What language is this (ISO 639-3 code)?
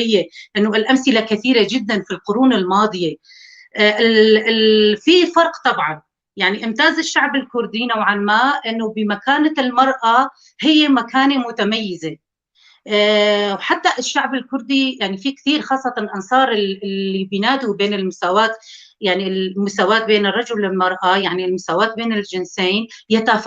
apc